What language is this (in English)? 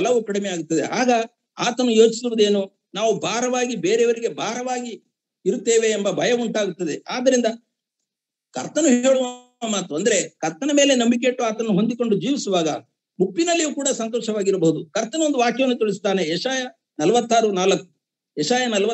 Kannada